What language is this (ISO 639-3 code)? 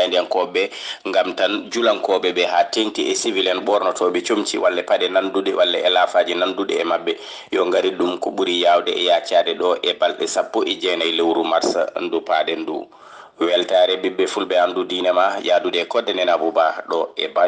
ful